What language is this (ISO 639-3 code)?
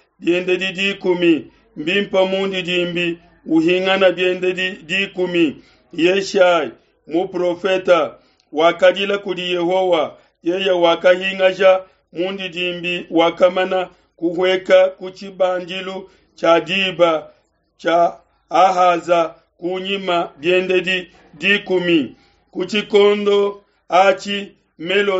lua